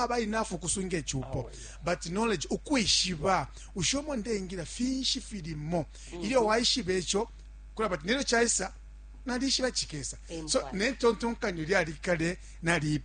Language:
Bemba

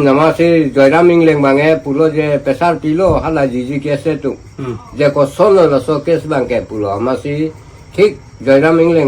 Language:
Karbi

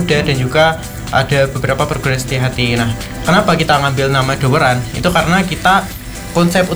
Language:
Indonesian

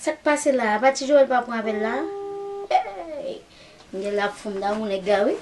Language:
Haitian Creole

